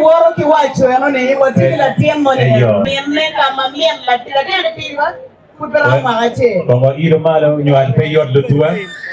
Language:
Acoli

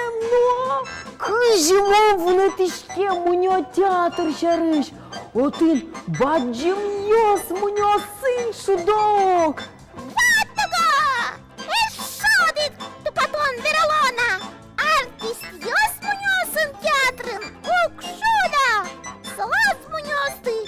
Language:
Udmurt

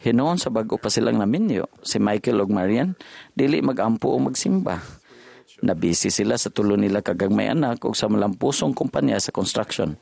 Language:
Cebuano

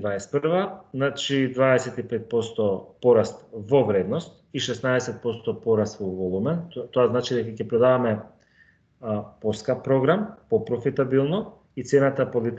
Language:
Macedonian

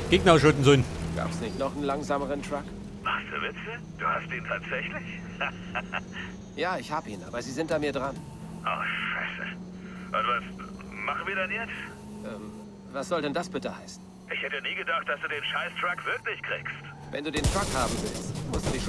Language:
Bavarian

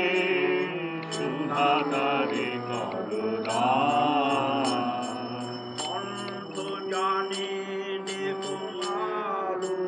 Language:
Bangla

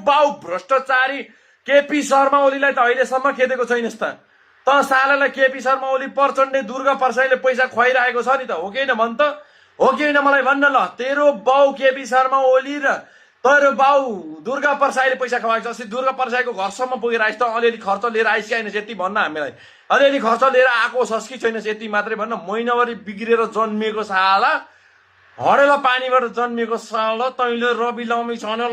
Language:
Nepali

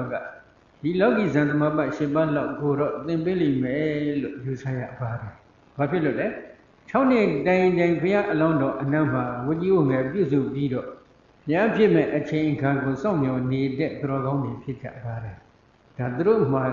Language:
Burmese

